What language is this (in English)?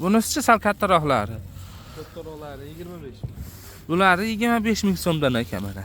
Uzbek